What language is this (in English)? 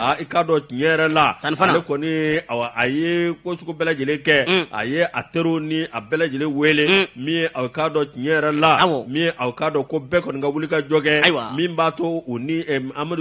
Bambara